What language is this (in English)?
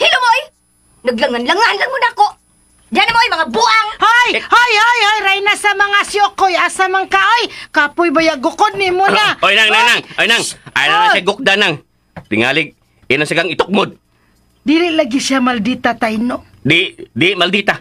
Cebuano